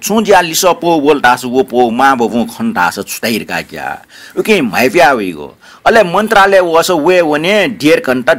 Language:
Newari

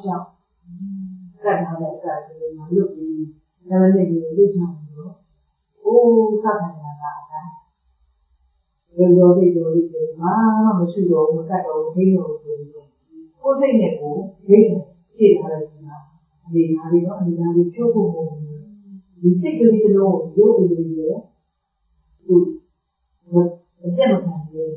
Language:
Burmese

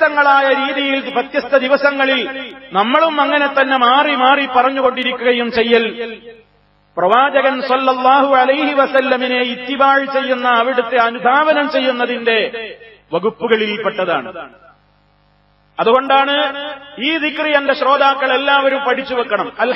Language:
Malayalam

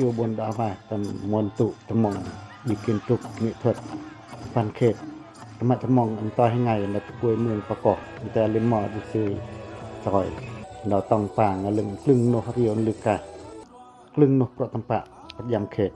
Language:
Pacoh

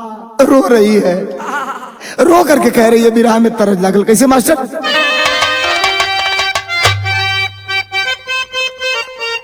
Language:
Bhojpuri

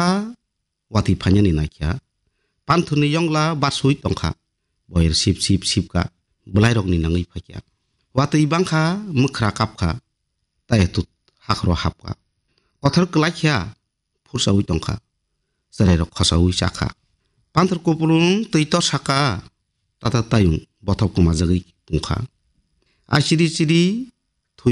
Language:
Kok Borok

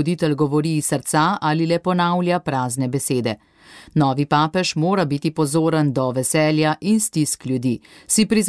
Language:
Slovenian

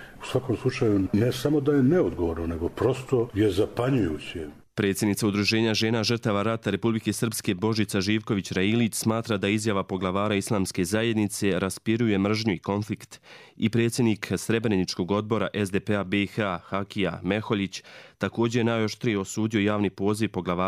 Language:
Croatian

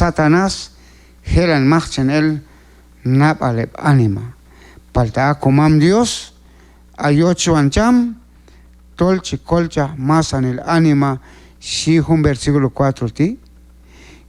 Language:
Q'anjob'al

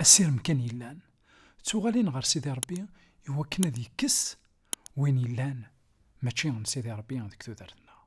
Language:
Kabyle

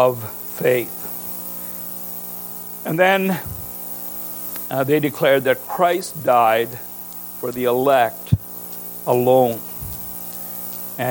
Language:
English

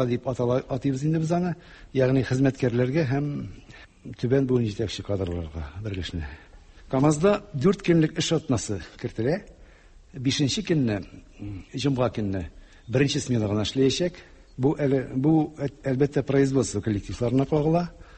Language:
Tatar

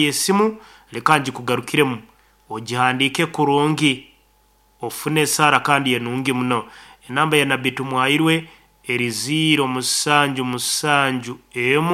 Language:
Nyoro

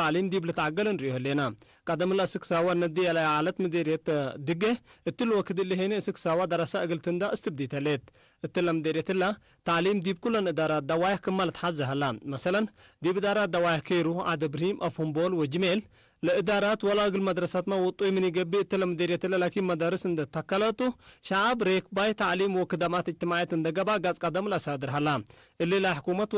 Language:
Tigre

